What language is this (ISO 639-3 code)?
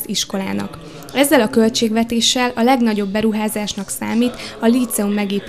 hun